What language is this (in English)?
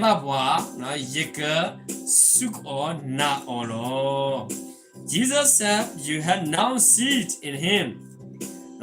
S'gaw Karen